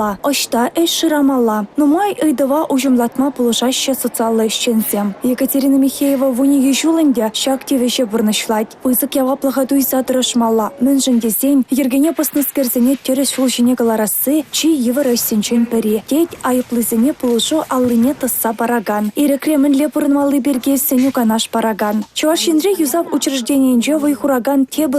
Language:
Chuvash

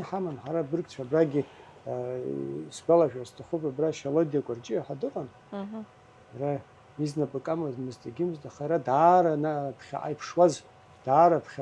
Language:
Abkhazian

